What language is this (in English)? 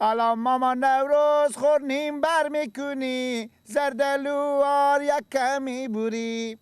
Persian